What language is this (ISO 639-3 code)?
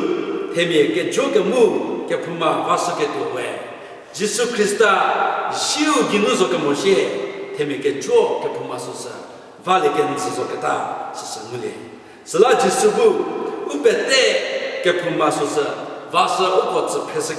njm